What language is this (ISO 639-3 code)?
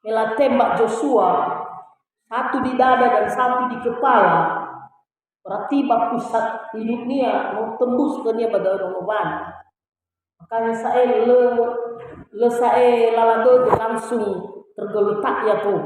nia